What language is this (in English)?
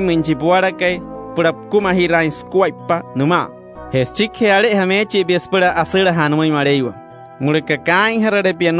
Wayuu